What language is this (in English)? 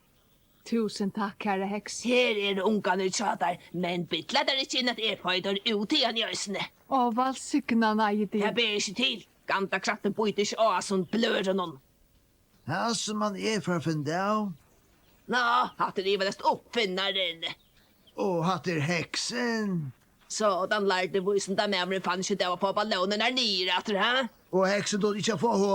Faroese